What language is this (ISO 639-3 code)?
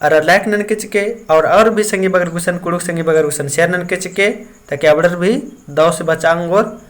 kru